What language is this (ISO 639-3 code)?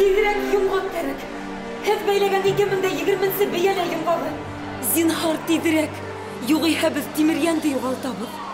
bak